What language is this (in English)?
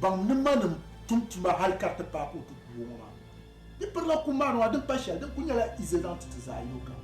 Dagbani